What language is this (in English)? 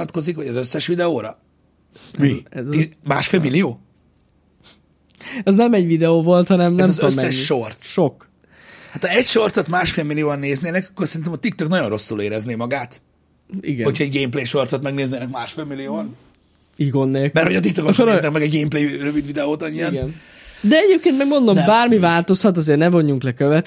Hungarian